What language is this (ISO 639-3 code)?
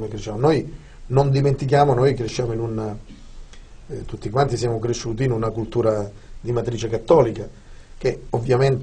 ita